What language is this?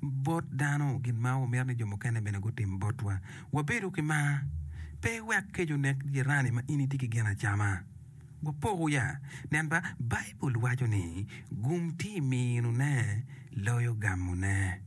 Acoli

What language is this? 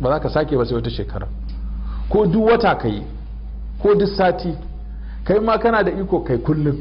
Hausa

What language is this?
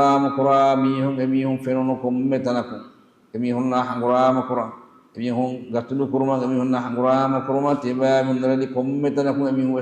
Divehi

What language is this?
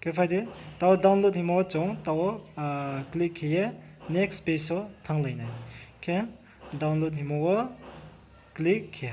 Riang (India)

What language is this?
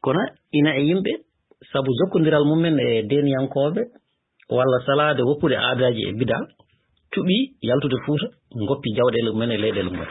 Fula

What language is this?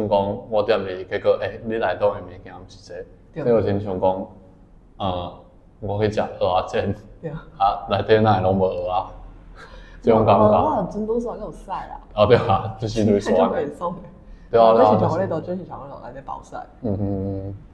Min Nan Chinese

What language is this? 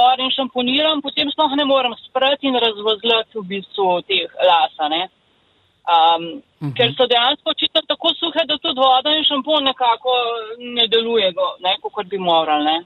Slovenian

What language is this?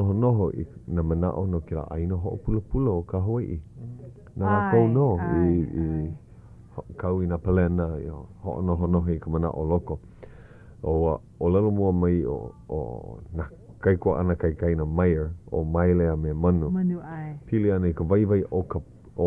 Hawaiian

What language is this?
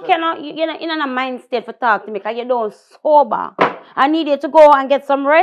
Jamaican Creole English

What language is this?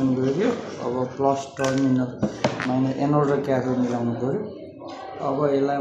Nepali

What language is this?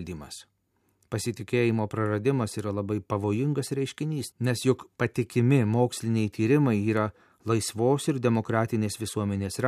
Lithuanian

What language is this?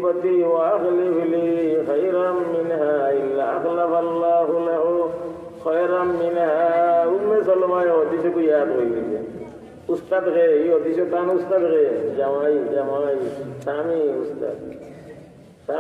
Sylheti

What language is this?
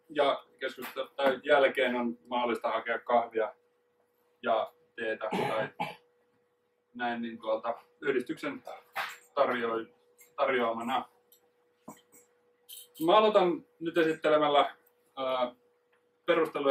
Finnish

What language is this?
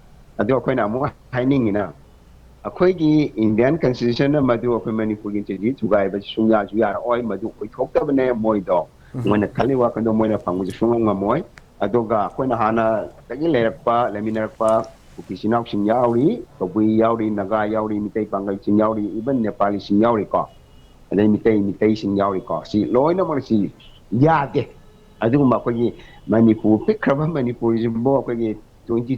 Manipuri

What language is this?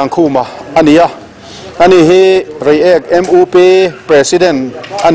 Mizo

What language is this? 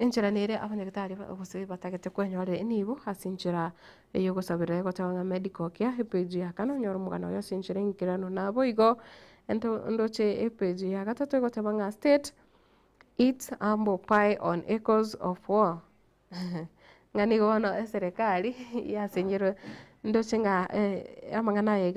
Gusii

